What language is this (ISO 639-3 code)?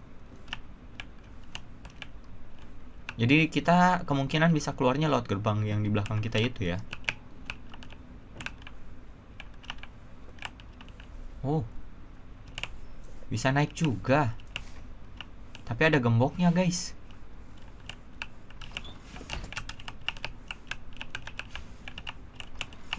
ind